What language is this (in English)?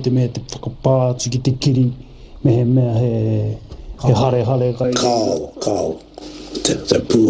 Māori